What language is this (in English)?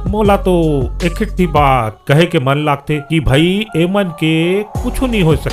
Chhattisgarhi